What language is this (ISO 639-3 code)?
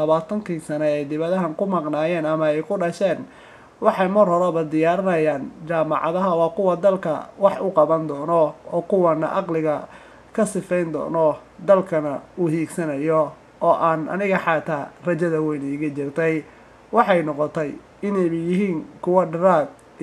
som